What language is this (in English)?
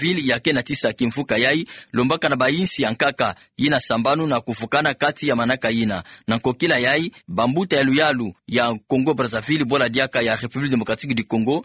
Kituba (Democratic Republic of Congo)